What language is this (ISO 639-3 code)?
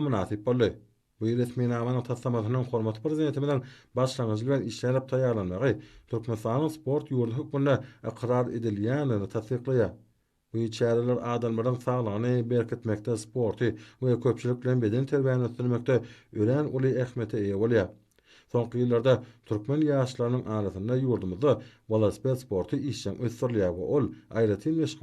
tuk